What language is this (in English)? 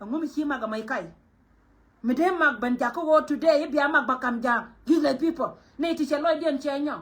Nuer